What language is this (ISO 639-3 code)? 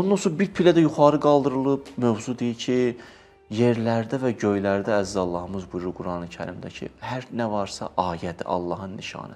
aze